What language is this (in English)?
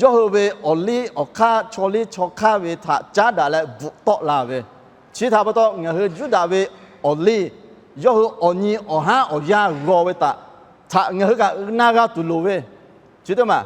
Lahu